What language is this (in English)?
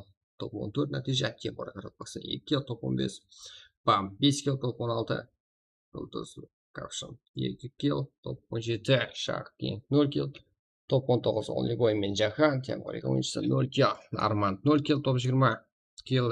Kara-Kalpak